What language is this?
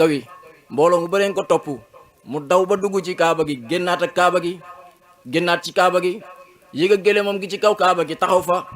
Wolof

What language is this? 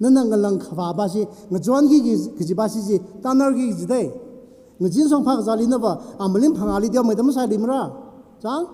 Tangkhul Naga (India)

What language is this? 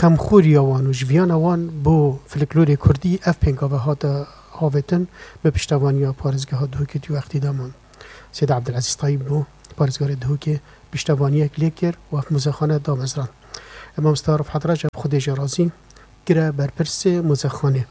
Kurdish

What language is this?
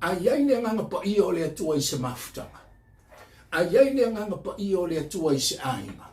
Samoan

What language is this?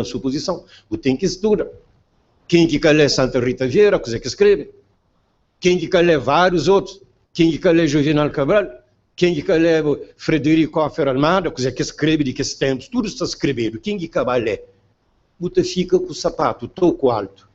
Kabuverdianu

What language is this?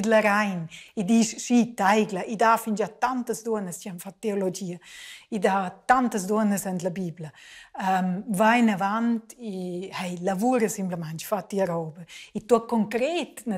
Romansh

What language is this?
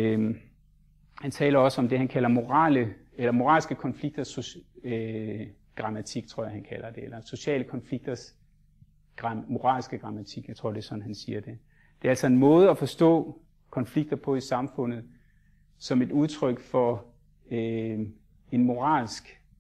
Danish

